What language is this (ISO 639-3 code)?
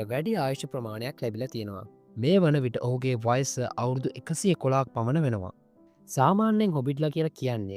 sin